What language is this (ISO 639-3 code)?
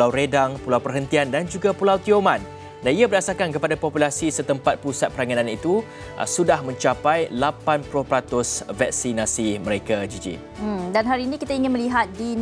msa